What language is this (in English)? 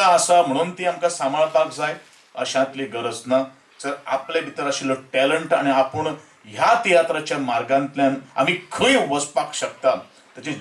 Konkani